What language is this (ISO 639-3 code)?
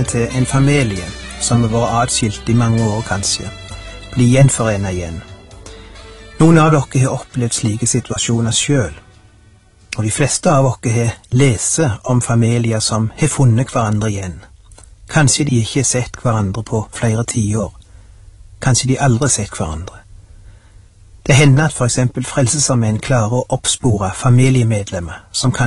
nor